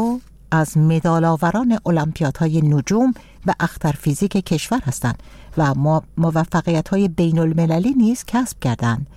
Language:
Persian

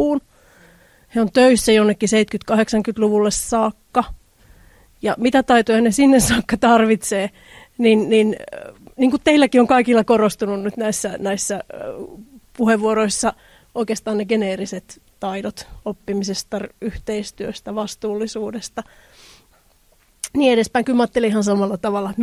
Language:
Finnish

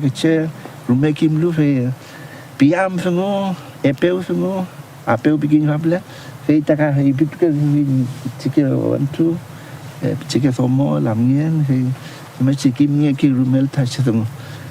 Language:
Mapuche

